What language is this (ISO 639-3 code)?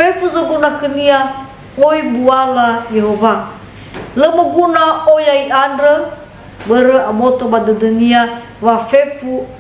nia